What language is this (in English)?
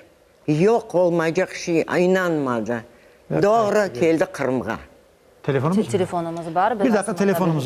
Crimean Tatar